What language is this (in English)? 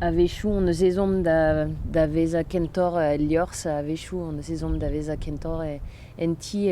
Breton